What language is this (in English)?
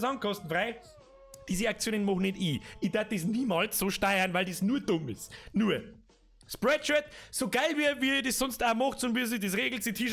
Bavarian